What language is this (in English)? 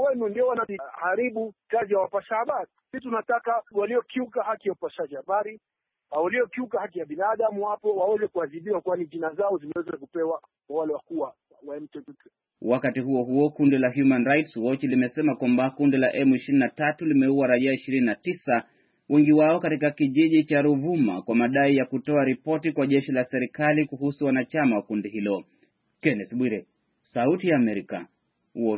Swahili